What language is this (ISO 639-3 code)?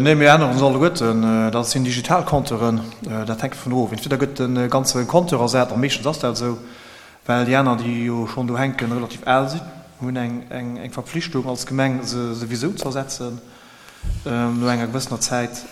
ltz